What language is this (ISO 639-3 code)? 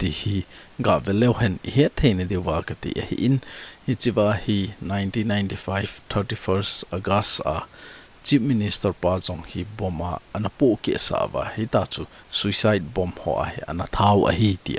tcz